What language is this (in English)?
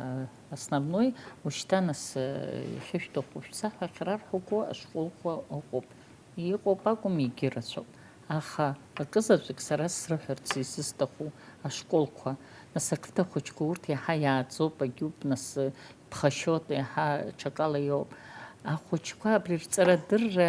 Abkhazian